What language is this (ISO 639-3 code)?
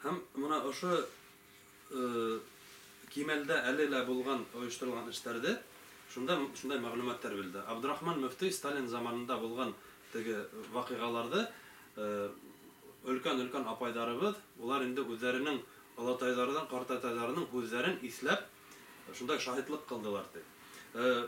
bak